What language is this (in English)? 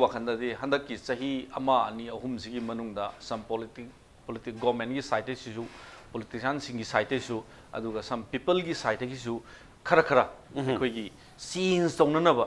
Manipuri